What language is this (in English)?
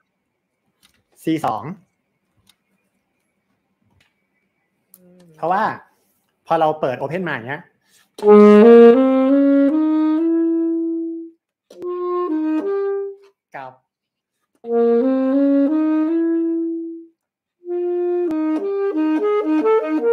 Thai